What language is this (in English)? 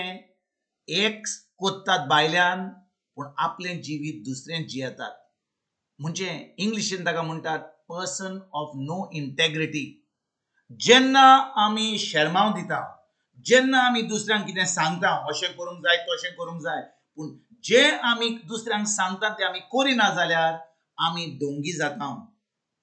Konkani